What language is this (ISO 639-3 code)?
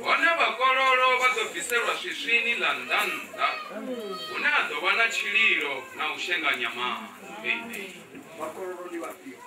ven